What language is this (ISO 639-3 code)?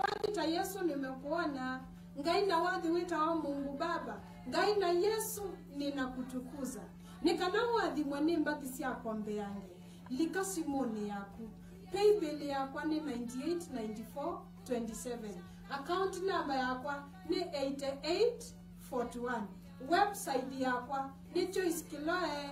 kam